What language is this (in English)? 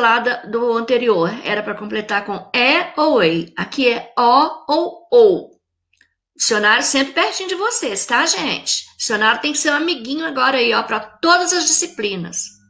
Portuguese